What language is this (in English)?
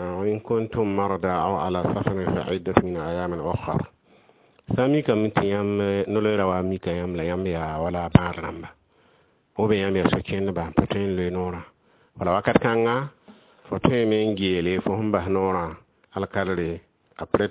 Mossi